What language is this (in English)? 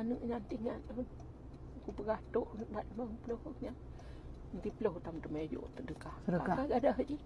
Achinese